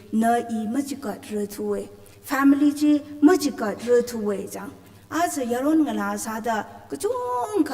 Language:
Tangkhul Naga (India)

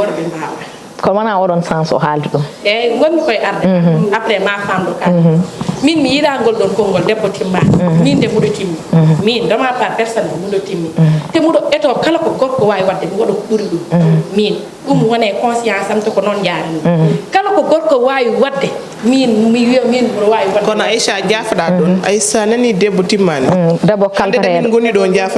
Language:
Fula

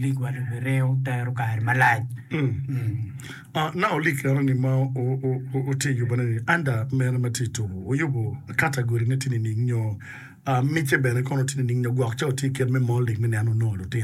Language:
Acoli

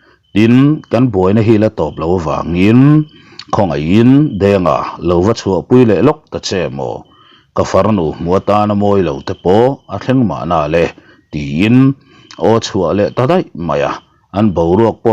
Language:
Mizo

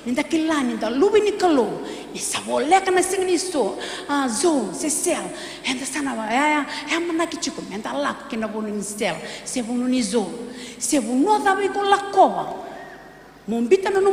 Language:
Fijian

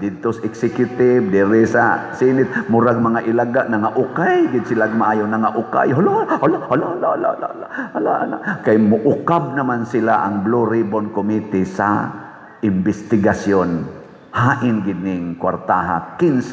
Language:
Cebuano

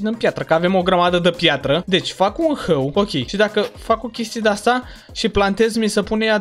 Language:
Romanian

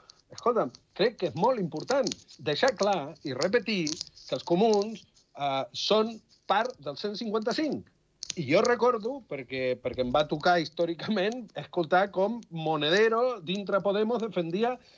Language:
Catalan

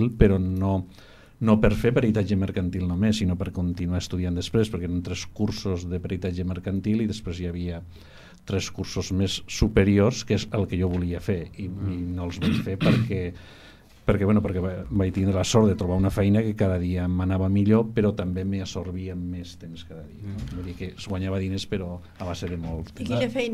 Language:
Catalan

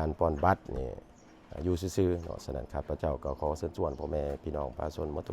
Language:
Lao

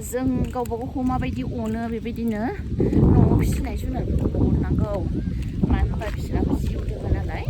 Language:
Bodo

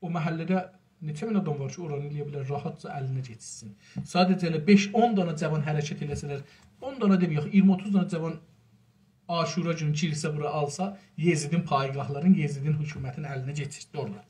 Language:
South Azerbaijani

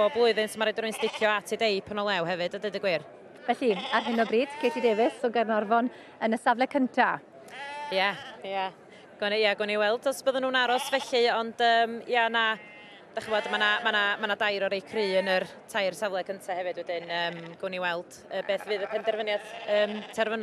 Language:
Welsh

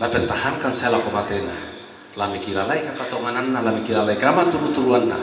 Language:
Toraja-Sa'dan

